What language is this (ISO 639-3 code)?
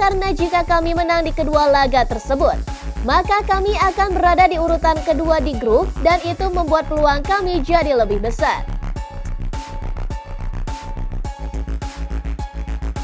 ind